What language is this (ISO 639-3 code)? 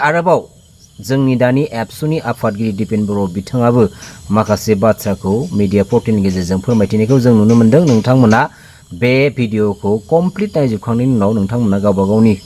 brx